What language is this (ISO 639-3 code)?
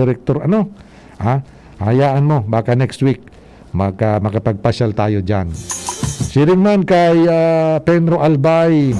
bik